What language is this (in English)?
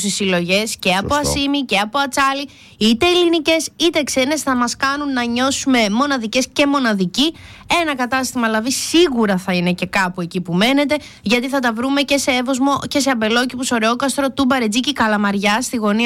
Greek